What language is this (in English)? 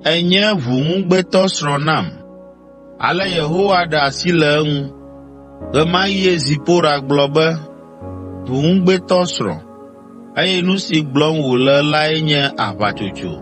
Ewe